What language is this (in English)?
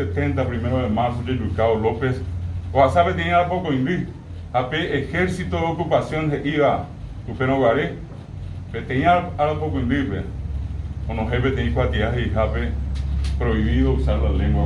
Guarani